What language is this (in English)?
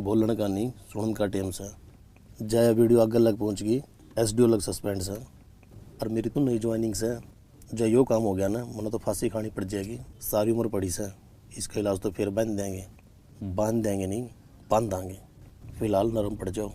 Haryanvi